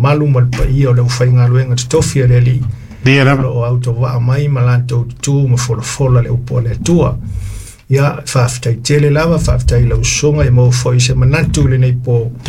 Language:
Samoan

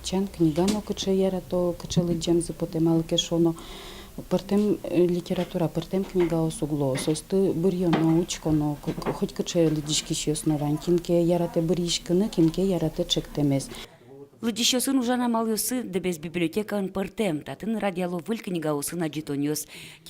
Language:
Udmurt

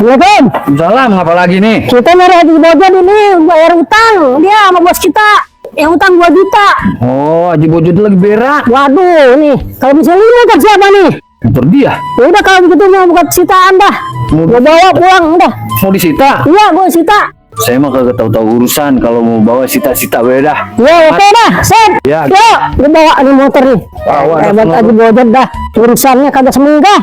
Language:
Betawi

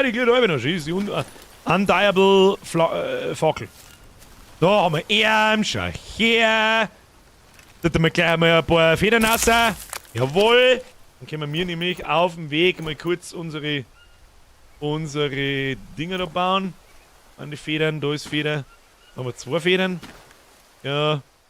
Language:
Bavarian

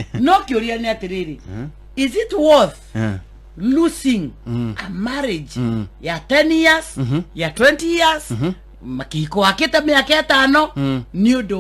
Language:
Kikuyu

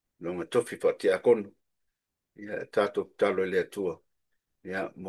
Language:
Samoan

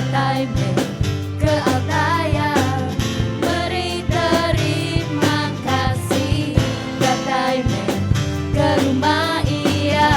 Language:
Iban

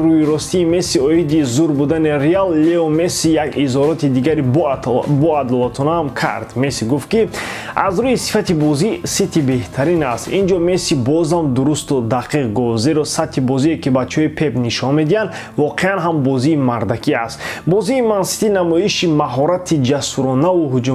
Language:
Tajik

